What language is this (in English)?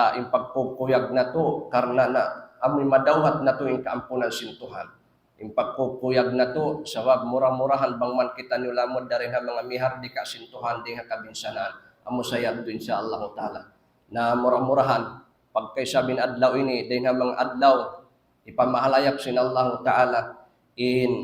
Tausug